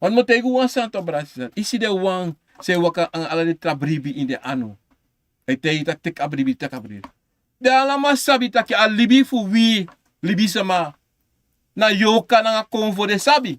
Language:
Sranan Tongo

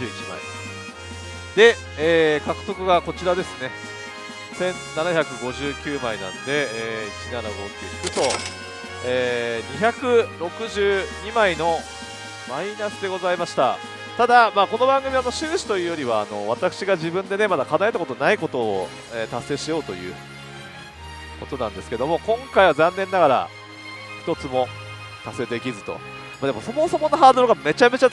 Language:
Japanese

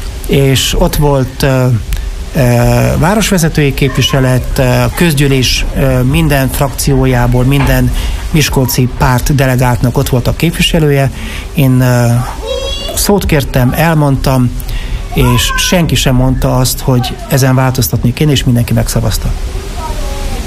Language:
Hungarian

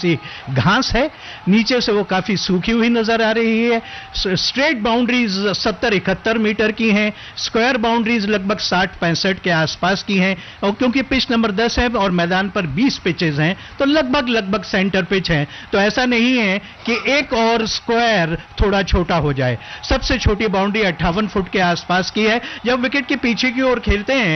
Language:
Hindi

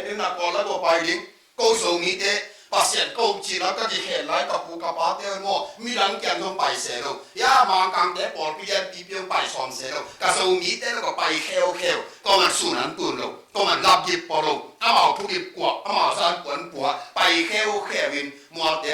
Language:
Tedim Chin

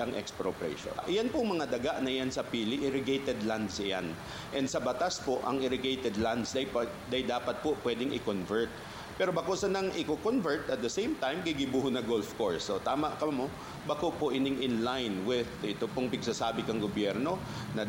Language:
Bikol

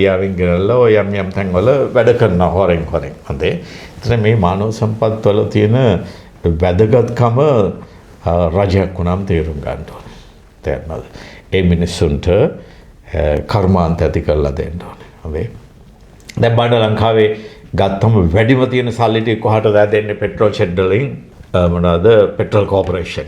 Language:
Sinhala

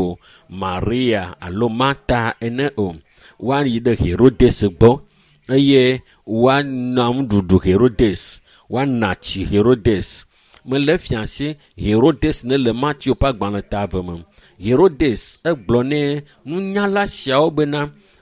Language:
Ewe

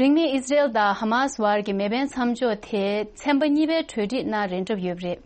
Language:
Tibetan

